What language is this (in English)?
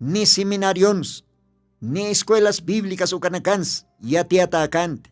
Aymara